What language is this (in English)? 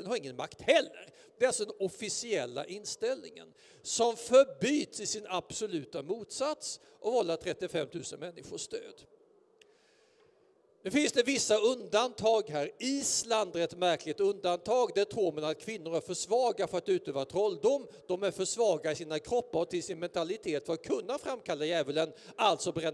Swedish